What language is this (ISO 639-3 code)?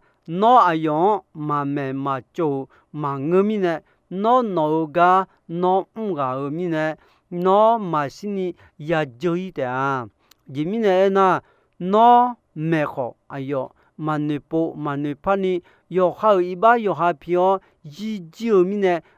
ahk